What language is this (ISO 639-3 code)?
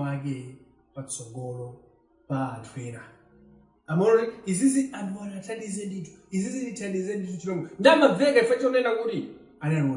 nya